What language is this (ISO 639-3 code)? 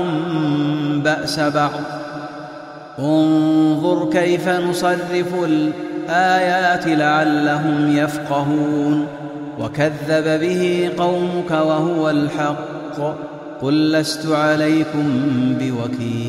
ara